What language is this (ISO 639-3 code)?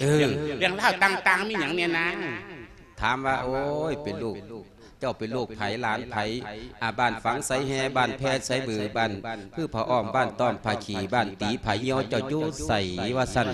lao